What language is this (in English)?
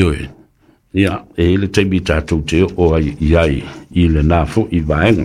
Samoan